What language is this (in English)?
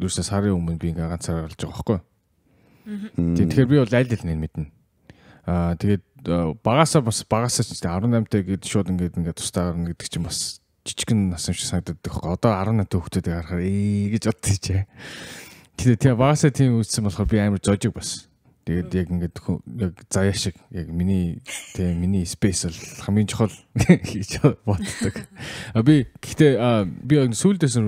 Mongolian